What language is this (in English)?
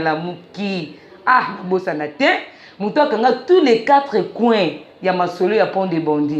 Lingala